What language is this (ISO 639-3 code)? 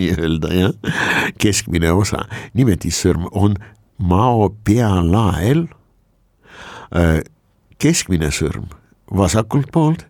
est